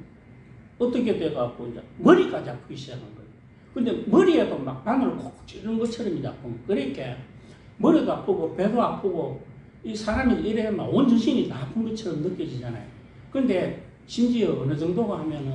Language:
Korean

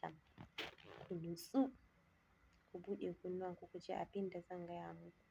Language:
Hausa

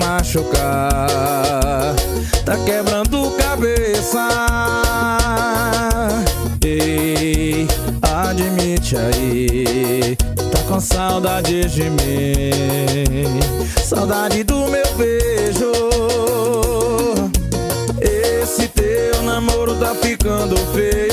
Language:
Portuguese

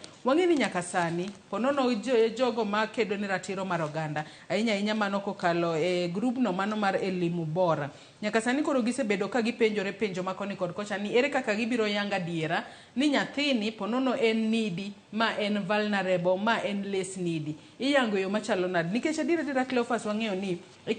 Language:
Luo (Kenya and Tanzania)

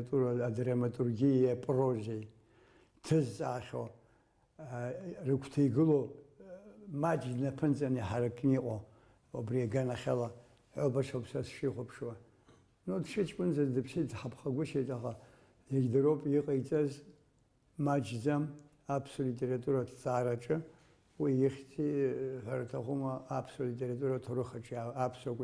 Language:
Abkhazian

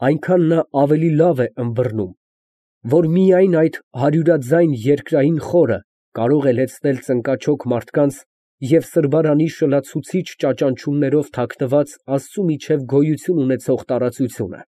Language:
Armenian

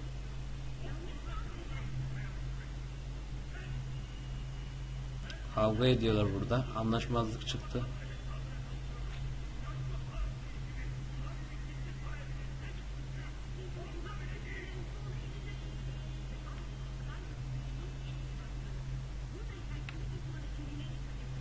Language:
Turkish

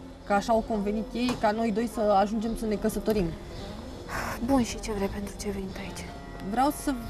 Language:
Romanian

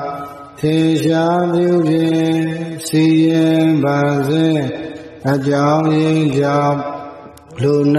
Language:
Burmese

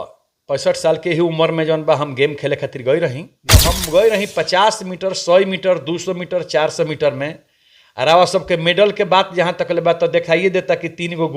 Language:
Bhojpuri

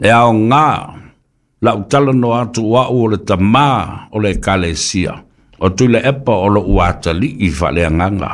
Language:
Samoan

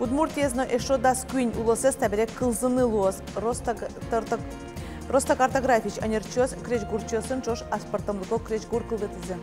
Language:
Udmurt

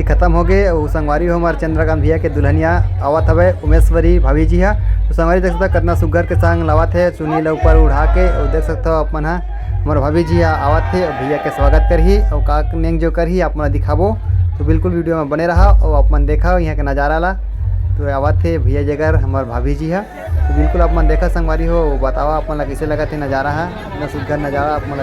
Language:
Chhattisgarhi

